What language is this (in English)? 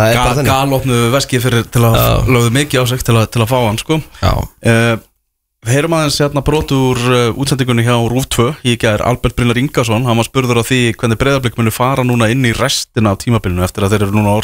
Icelandic